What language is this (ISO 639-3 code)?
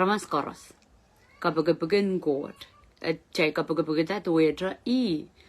pon